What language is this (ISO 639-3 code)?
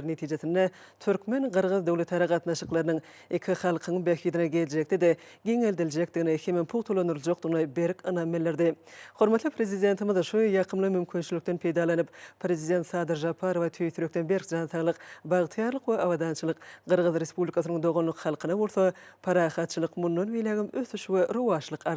tuk